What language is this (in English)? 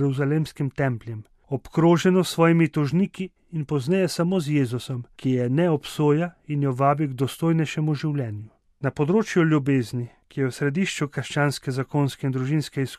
Slovenian